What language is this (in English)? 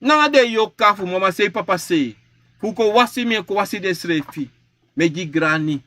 Sranan Tongo